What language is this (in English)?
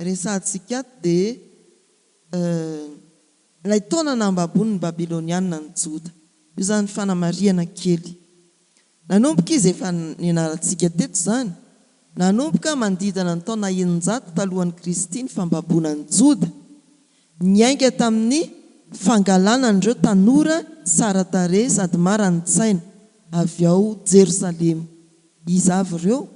Malagasy